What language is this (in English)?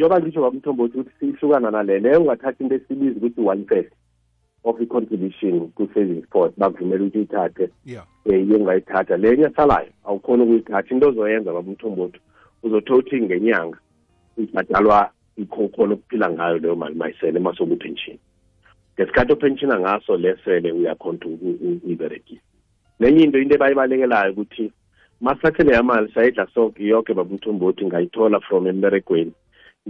South Ndebele